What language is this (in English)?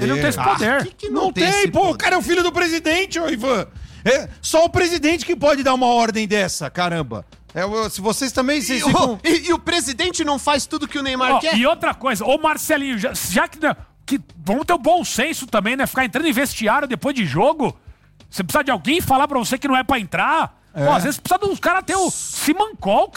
Portuguese